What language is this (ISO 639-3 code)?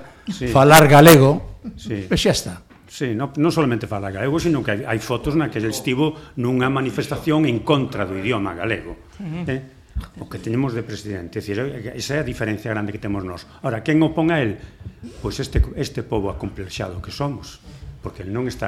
glg